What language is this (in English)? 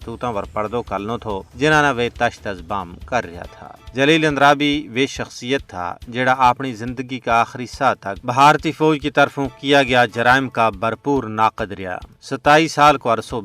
Gujari